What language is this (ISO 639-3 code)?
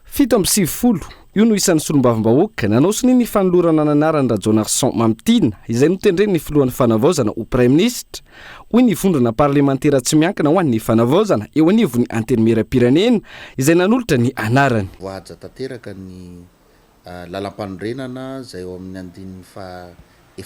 mlg